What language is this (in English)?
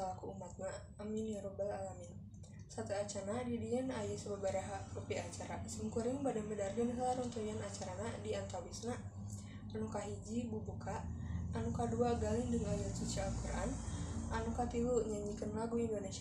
Sundanese